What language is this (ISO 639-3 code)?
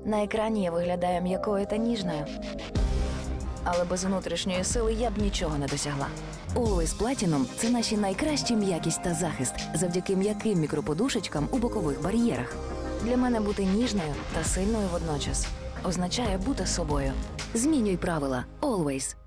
ukr